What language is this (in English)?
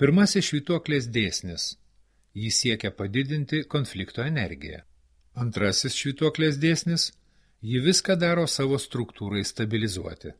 Lithuanian